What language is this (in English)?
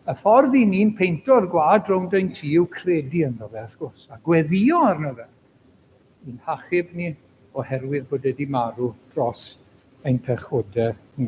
Welsh